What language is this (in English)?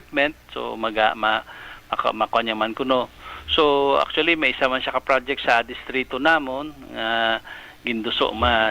Hiligaynon